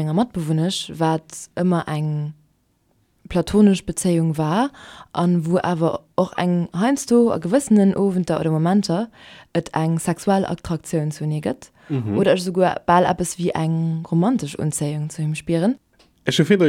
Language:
Luxembourgish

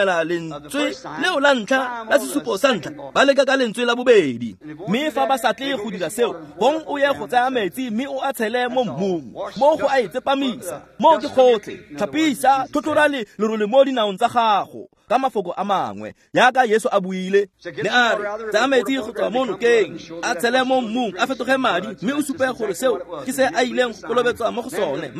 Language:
Tswana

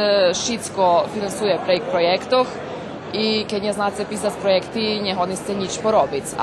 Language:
Rusyn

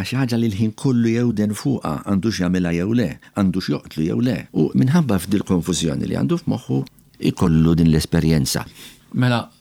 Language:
Maltese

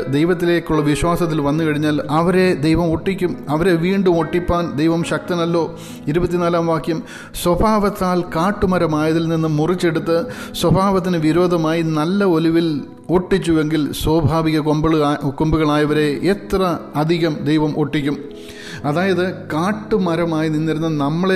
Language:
Malayalam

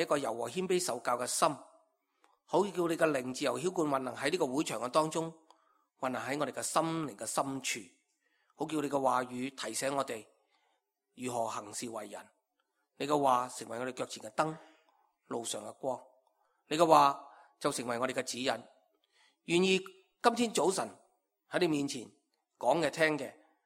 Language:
Cantonese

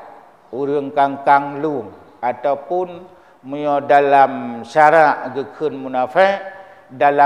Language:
Achinese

